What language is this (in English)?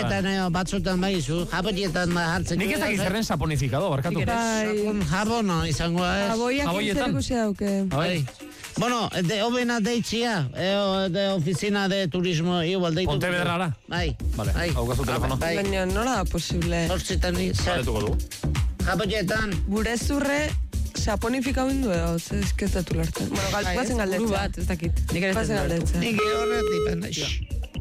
Basque